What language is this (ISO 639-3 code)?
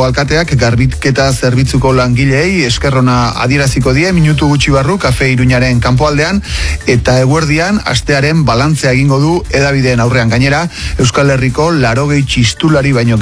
eus